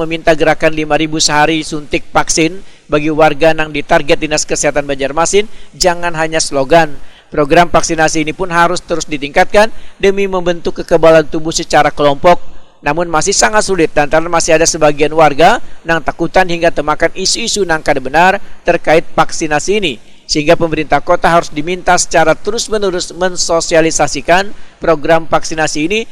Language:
Banjar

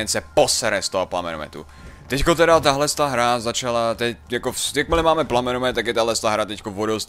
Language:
Czech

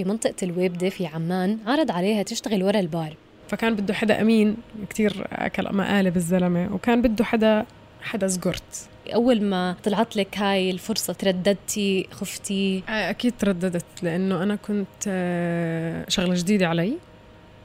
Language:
North Levantine Arabic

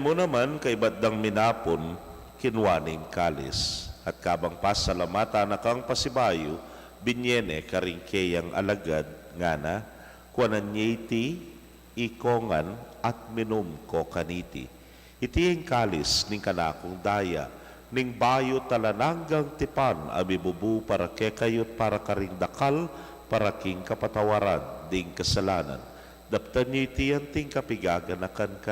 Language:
Pampanga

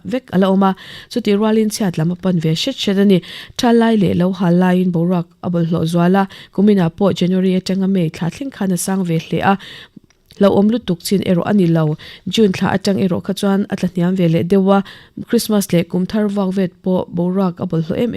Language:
Mizo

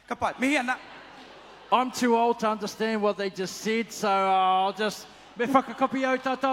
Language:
Māori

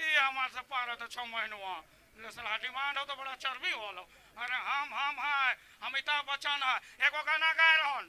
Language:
Sadri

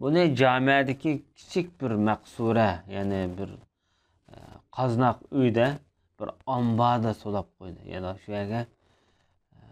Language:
Uyghur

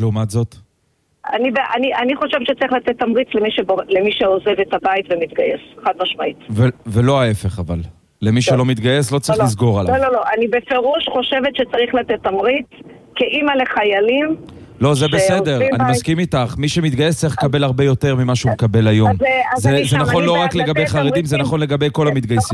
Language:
Hebrew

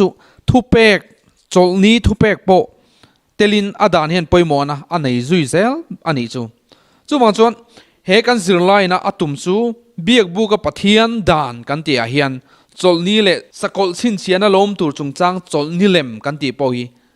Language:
Mizo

